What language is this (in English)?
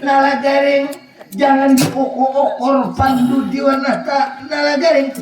Banjar